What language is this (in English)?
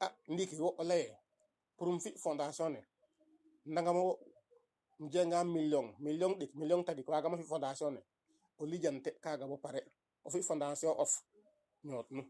Serer